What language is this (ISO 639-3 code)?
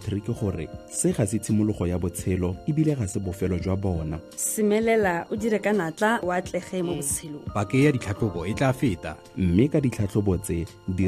tsn